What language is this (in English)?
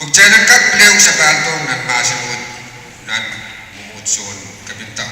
Pohnpeian